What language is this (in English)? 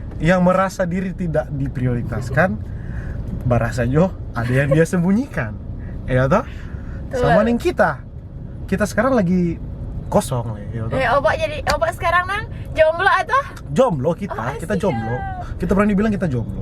Manado Malay